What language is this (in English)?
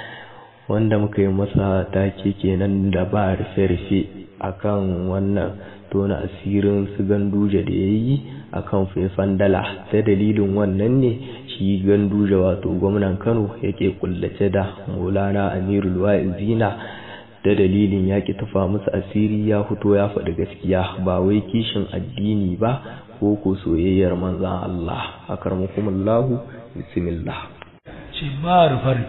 Hausa